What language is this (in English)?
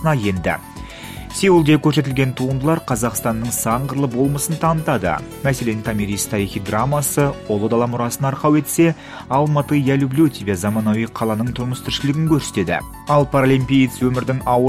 Kazakh